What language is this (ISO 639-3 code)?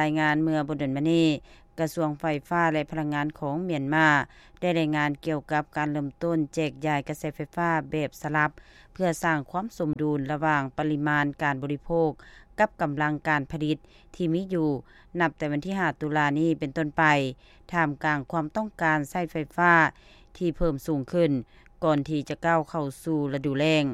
lao